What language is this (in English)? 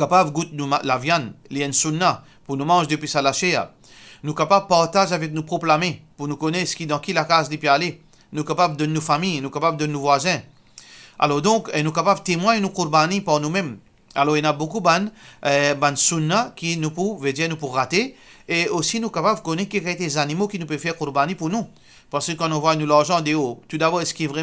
Morisyen